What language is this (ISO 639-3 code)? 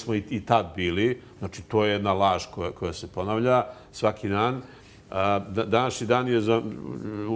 srp